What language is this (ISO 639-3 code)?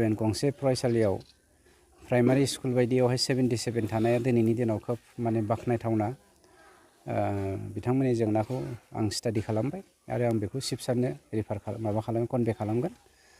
brx